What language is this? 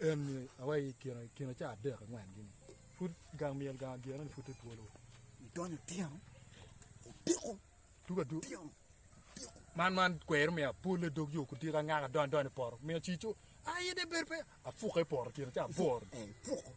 Acoli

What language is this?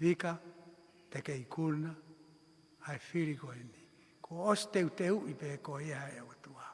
Tongan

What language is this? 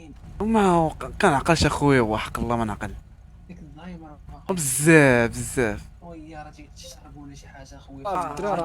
Moroccan Arabic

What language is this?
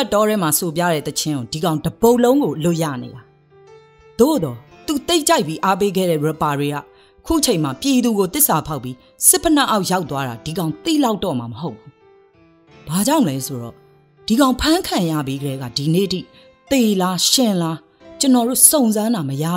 Burmese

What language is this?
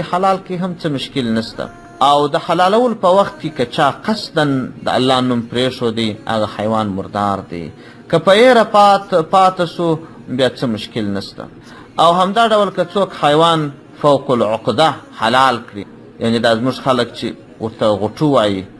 Pashto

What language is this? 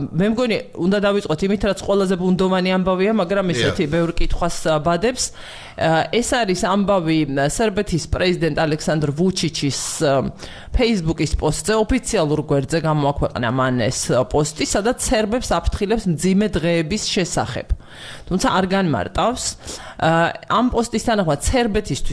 Georgian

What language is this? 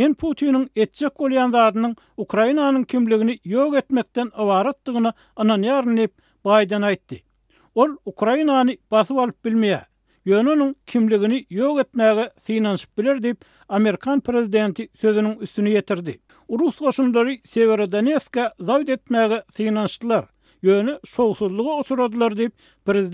Turkmen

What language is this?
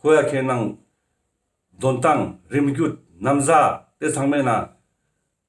Ladakhi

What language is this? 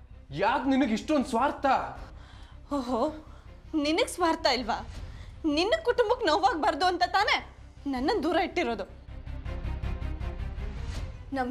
Kannada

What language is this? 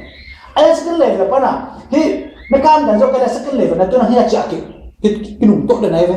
Tedim Chin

